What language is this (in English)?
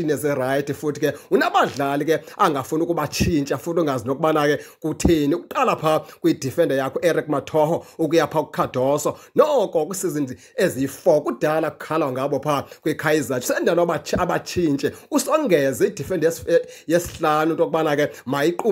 Xhosa